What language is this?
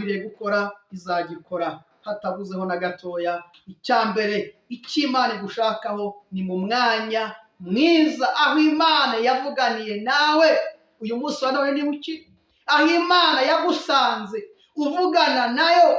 Kinyarwanda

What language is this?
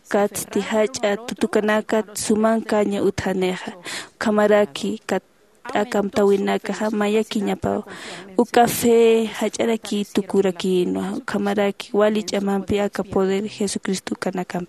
Aymara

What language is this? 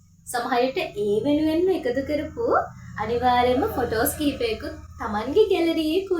Sinhala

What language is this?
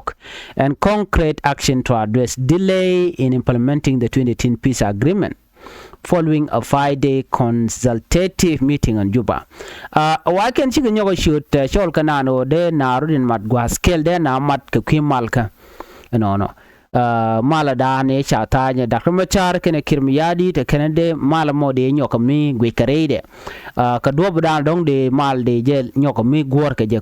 Nuer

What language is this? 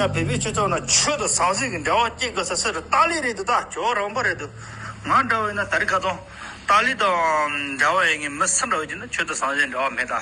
Tibetan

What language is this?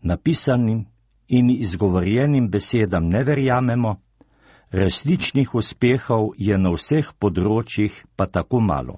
Slovenian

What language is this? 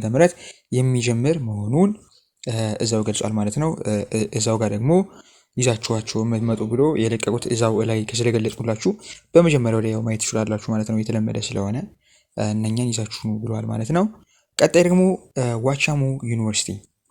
Amharic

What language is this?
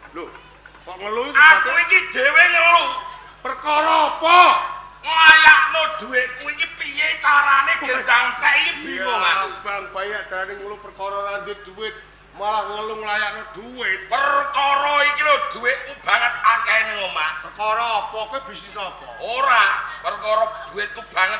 Javanese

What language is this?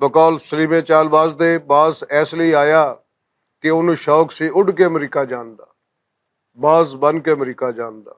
Western Panjabi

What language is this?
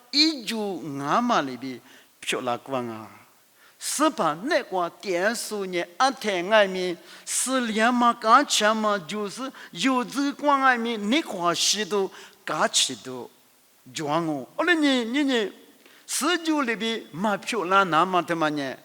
Lisu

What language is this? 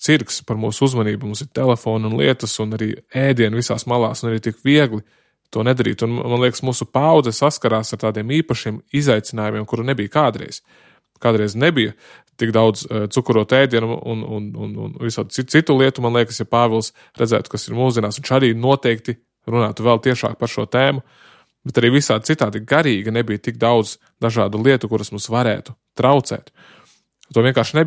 Latvian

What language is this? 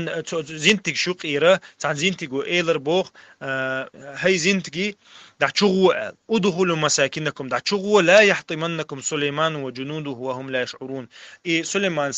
Chechen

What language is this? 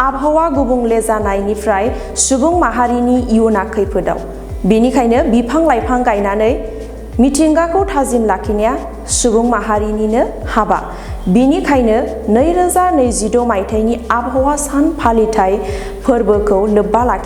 Bodo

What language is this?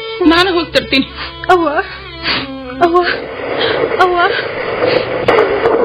Kannada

